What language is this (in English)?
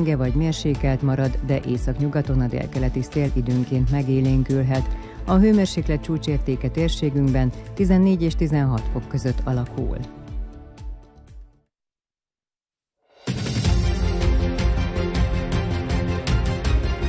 Hungarian